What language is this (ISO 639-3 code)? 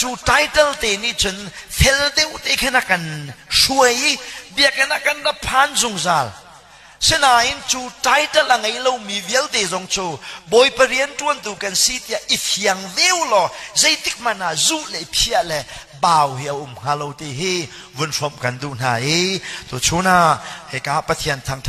cnh